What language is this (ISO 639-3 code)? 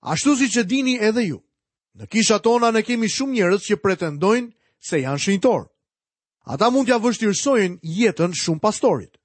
sqi